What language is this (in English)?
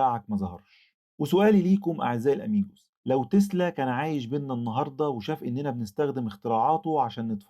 Egyptian Arabic